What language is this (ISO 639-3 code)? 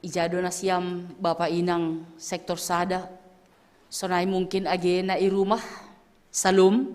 bts